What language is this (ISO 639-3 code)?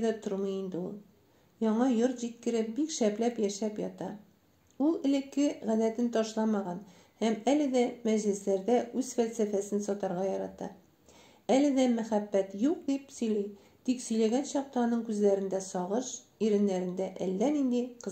tat